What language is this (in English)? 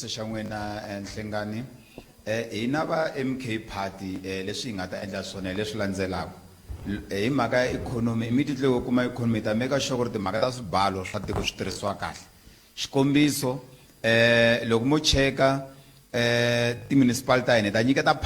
Tsonga